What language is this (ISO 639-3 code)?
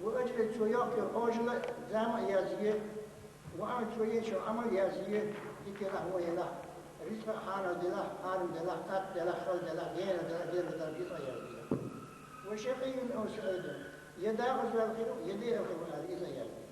che